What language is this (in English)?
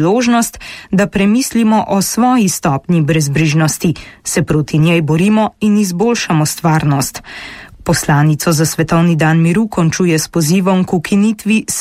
Slovenian